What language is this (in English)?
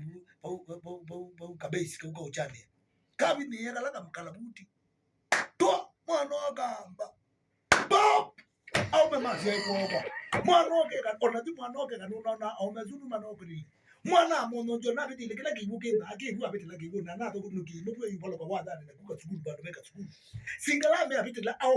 Kamba